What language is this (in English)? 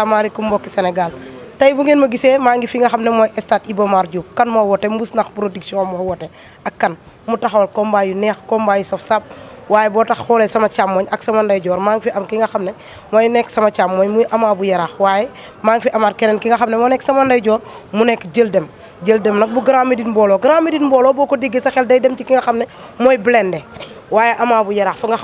Wolof